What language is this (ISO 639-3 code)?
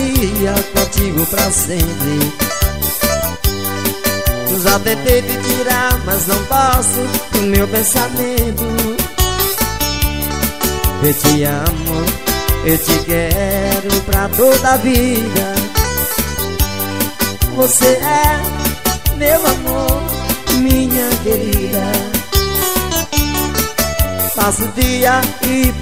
por